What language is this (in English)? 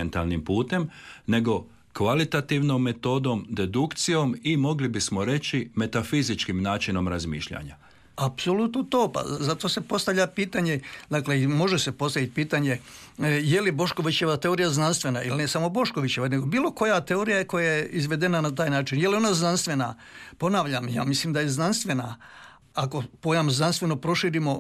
Croatian